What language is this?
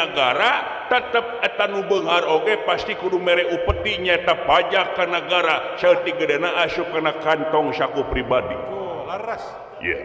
Sundanese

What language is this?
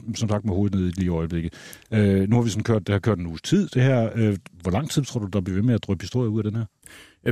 Danish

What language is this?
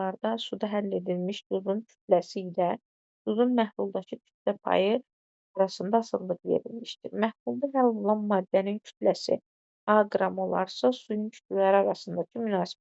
Azerbaijani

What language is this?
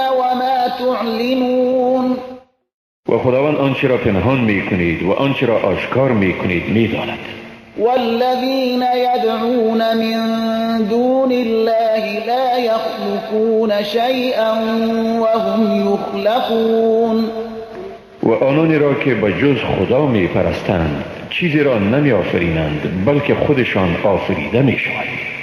Persian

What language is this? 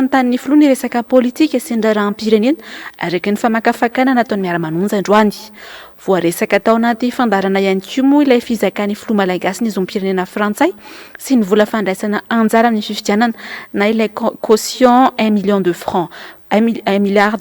Malagasy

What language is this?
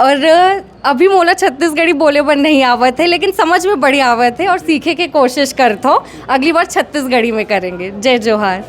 Chhattisgarhi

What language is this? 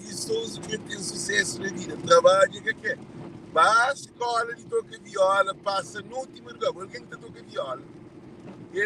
Kabuverdianu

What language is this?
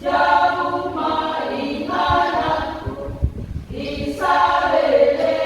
Batak Toba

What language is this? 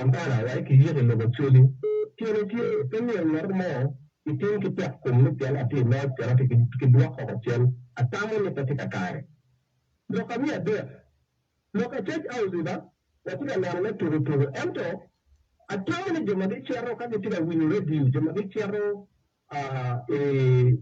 Acoli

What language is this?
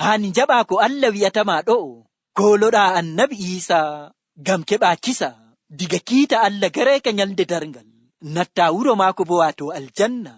Fula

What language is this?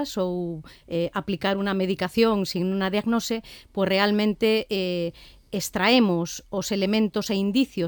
Galician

